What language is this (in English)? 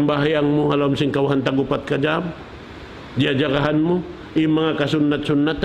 Tausug